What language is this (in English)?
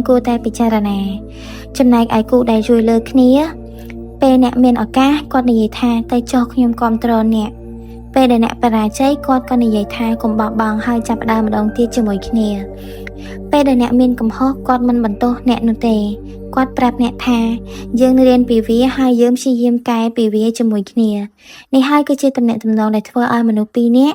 Khmer